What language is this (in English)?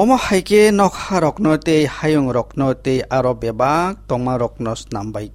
Kok Borok